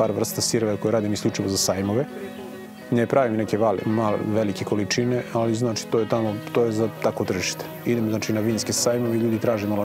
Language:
Serbian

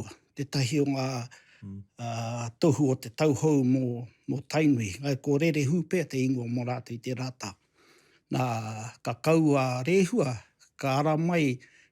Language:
Māori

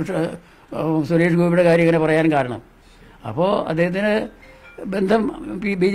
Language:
Malayalam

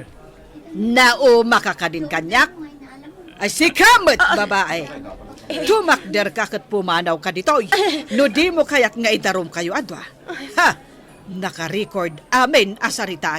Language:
Iloko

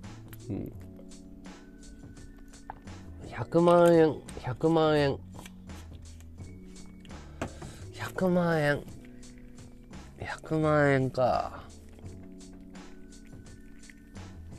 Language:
Japanese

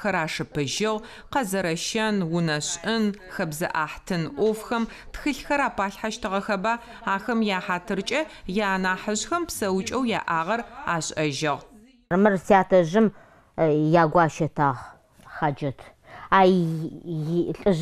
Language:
Adyghe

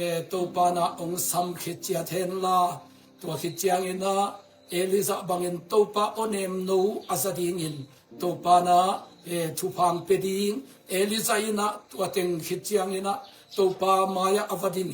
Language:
Tedim Chin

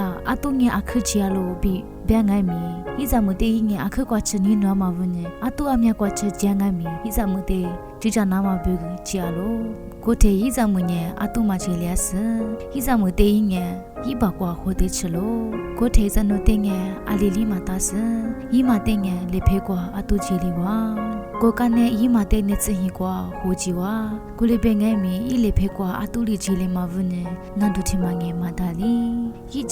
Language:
Lisu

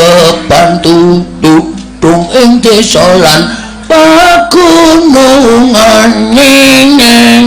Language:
Javanese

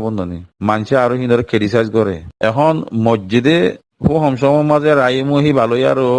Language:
Rohingya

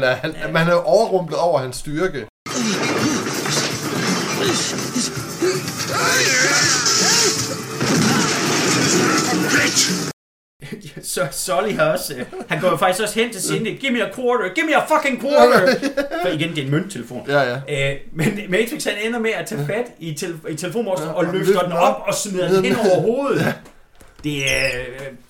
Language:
Danish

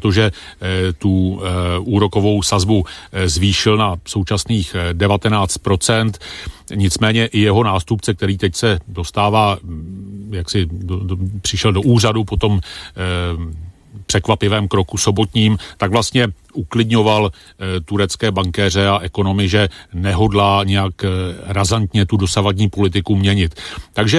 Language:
Czech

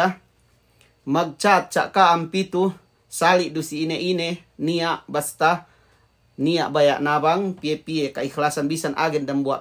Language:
Yakan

